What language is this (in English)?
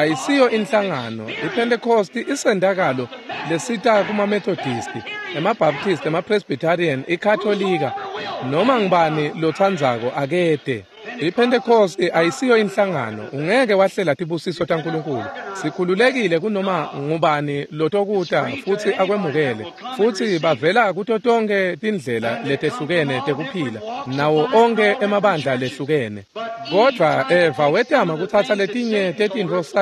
Swati